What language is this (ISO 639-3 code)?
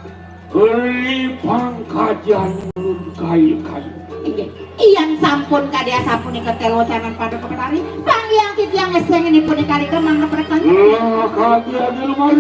ban